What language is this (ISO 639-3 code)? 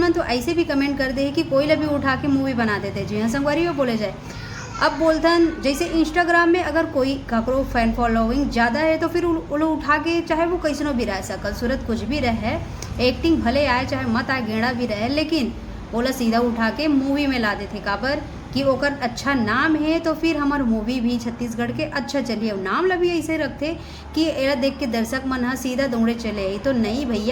hne